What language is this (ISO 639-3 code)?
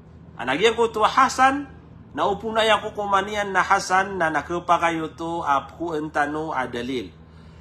mrw